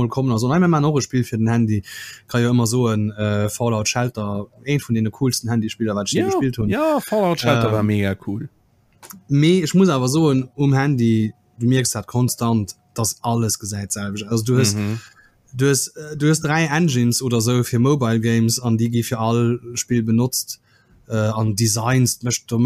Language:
Luxembourgish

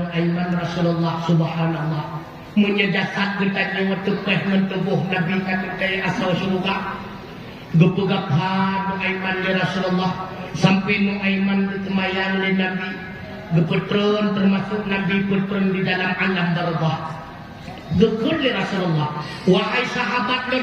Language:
Achinese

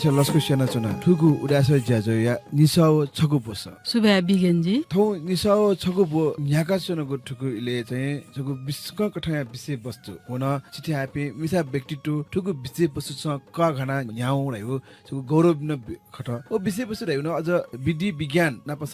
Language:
Newari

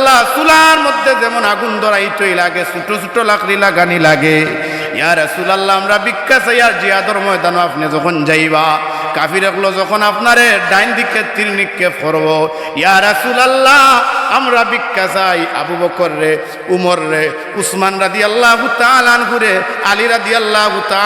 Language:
Sylheti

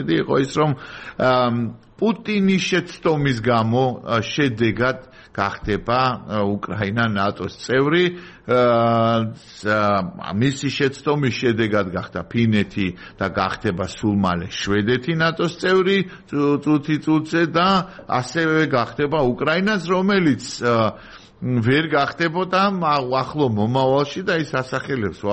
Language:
Georgian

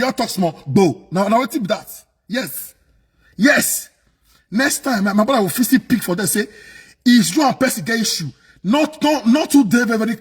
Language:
Nigerian Pidgin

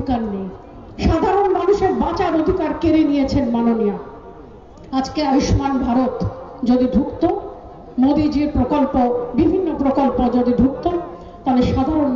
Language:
Bangla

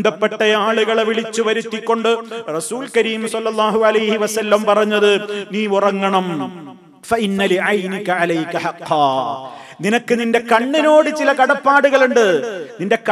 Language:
Malayalam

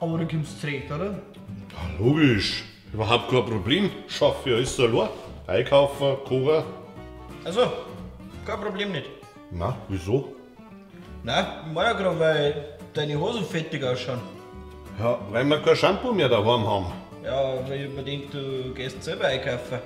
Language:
Bavarian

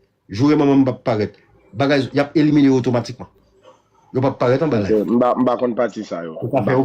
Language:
Haitian Creole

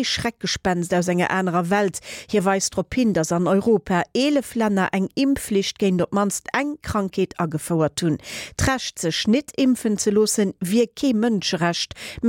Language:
Luxembourgish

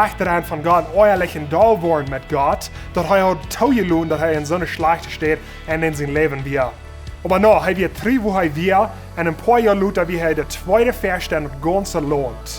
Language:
Plautdietsch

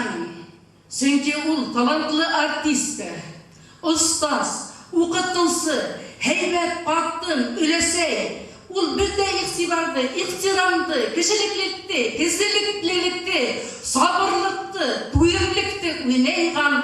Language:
Bashkir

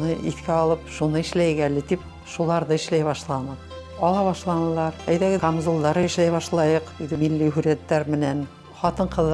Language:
Bashkir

